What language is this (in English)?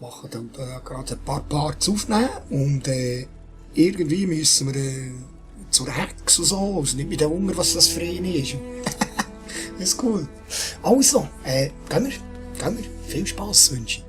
Swiss German